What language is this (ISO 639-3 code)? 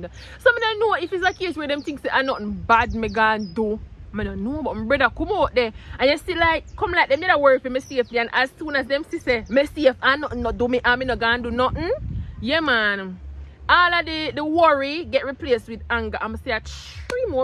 jam